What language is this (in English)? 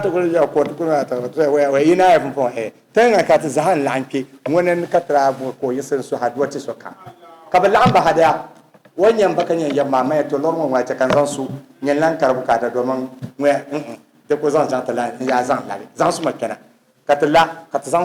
Dagbani